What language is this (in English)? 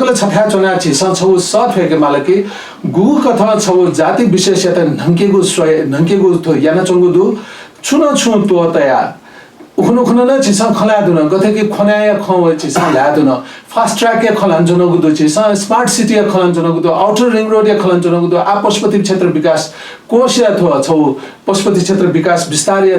Newari